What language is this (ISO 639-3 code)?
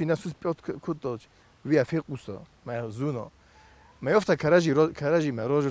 oss